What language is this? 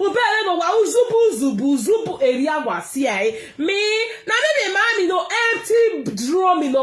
Nigerian Pidgin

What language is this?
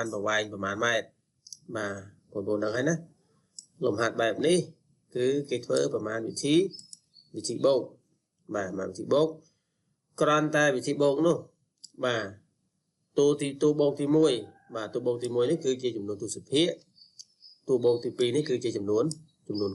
Khmer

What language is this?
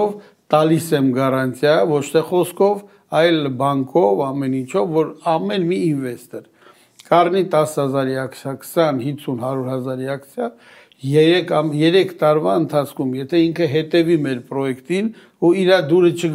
Armenian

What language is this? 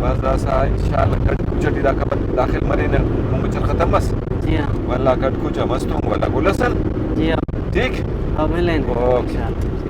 Brahui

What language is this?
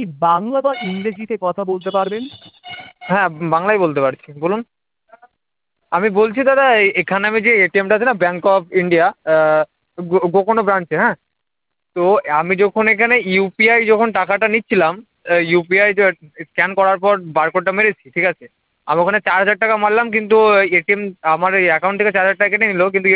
Bangla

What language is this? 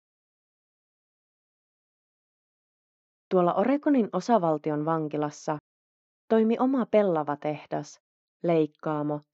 Finnish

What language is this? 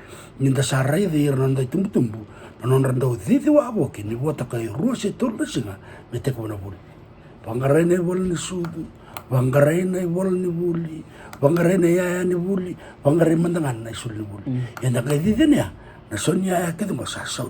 Fijian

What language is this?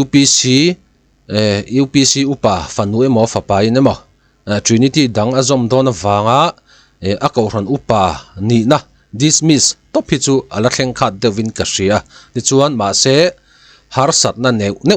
Mizo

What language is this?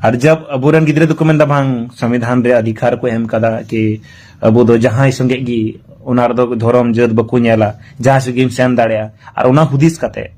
Santali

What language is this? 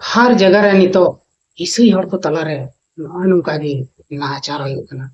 Santali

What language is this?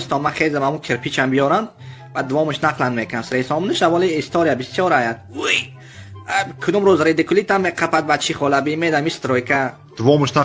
Tajik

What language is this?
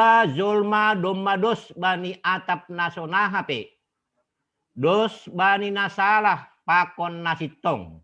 Batak Simalungun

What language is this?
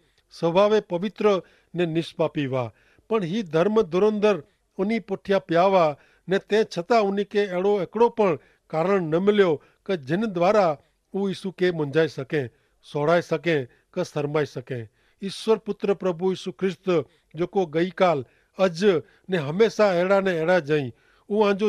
Kachhi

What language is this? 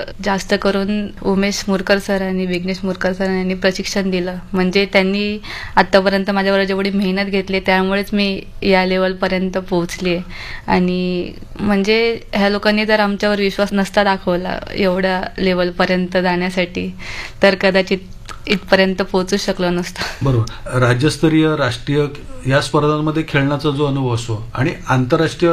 Marathi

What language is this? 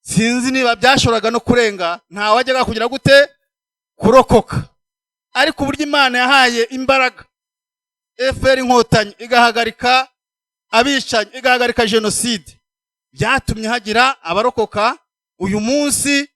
Kinyarwanda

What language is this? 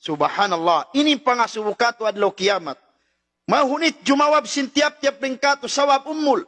Tausug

